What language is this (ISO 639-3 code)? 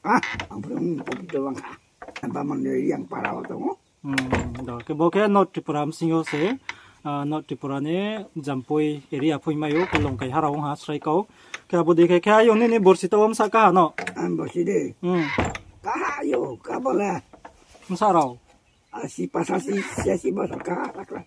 ria